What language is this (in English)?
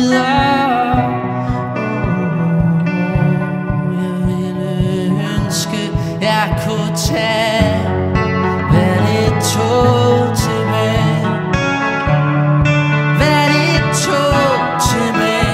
Danish